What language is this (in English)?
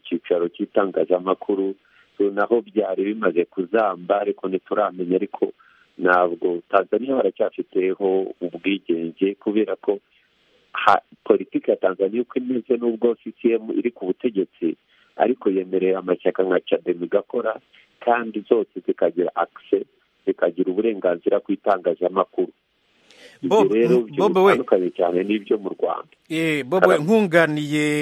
Kinyarwanda